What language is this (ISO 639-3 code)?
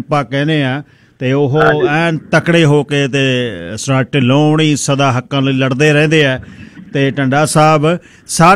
pan